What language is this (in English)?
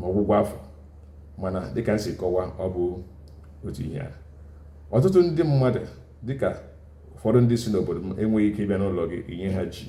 Igbo